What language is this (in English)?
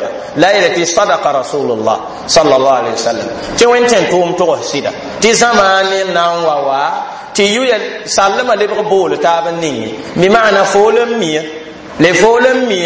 Mossi